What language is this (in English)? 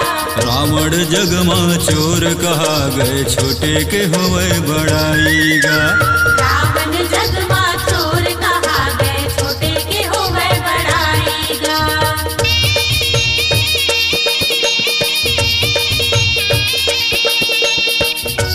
Chhattisgarhi